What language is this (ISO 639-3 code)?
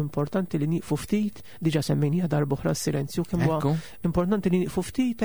mlt